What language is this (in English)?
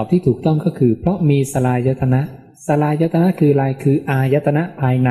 Thai